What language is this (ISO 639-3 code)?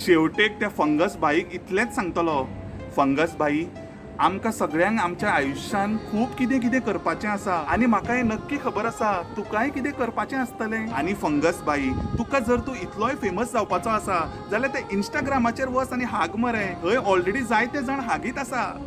kok